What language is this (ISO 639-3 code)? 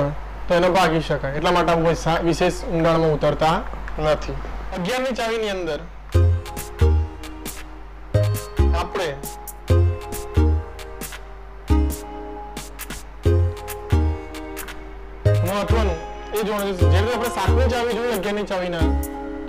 guj